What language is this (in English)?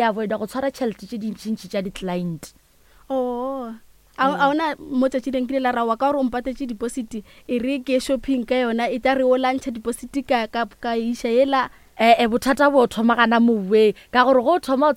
Northern Sotho